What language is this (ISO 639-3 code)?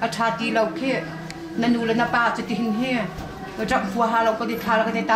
cnh